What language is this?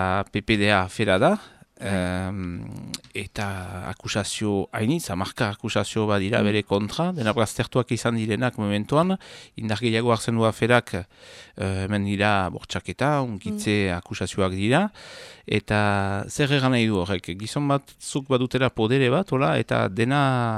Basque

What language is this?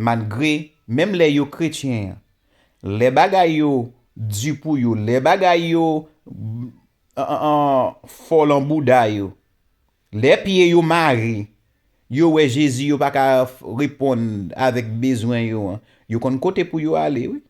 Haitian Creole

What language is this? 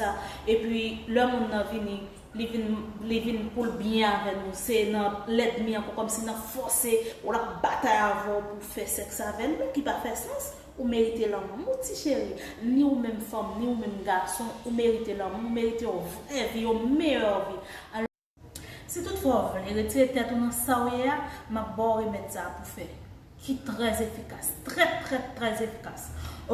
Haitian Creole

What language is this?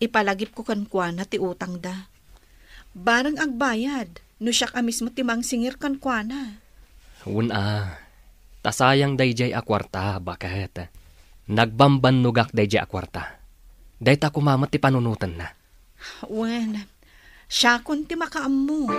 Iloko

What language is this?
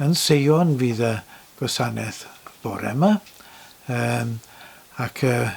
Welsh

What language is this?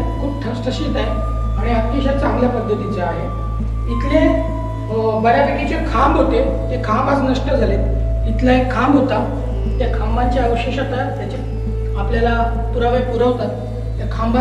Marathi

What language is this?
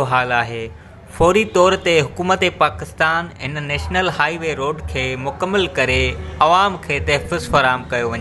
Sindhi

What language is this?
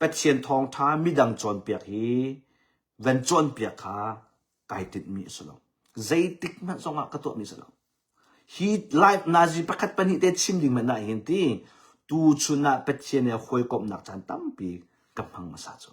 Hakha Chin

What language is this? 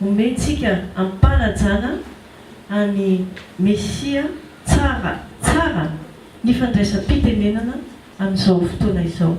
Malagasy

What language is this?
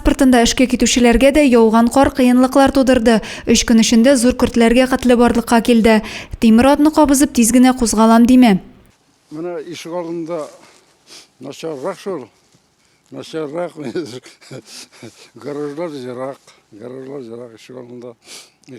Tatar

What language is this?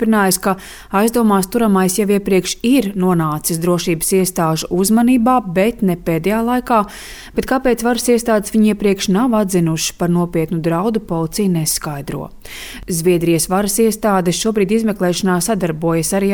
Latvian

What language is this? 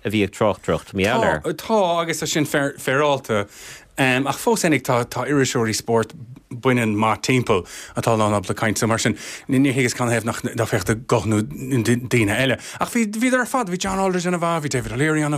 Irish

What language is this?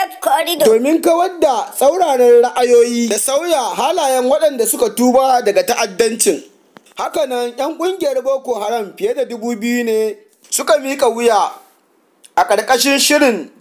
Hausa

